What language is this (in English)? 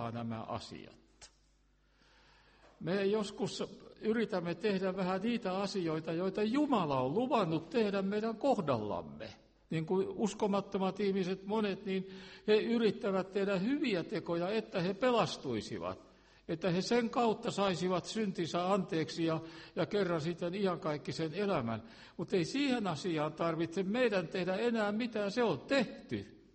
Finnish